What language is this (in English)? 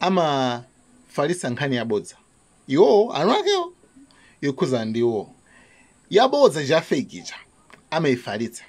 Nyanja